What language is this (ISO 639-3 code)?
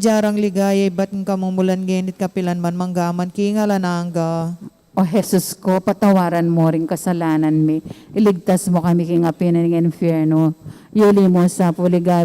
pam